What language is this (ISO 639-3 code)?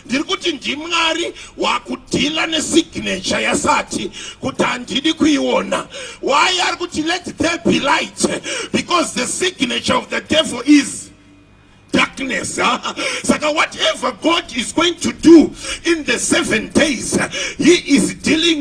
sna